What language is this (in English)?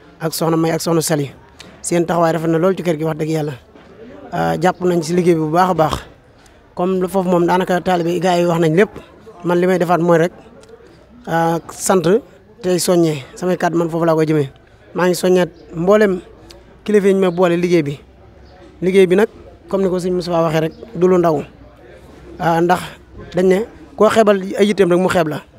Wolof